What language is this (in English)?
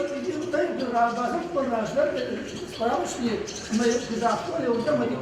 Ossetic